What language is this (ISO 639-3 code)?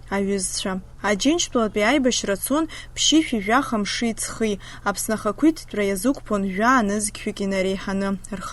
abk